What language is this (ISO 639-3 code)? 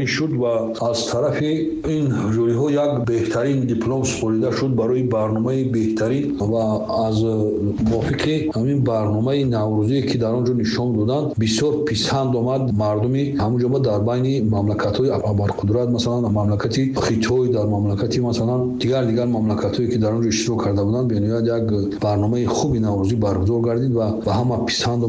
tgk